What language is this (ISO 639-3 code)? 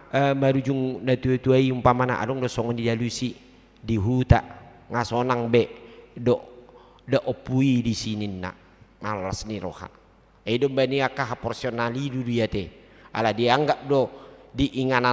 bbc